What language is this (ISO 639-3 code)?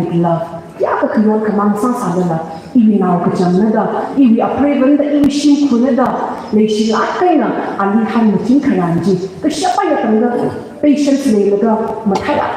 nmf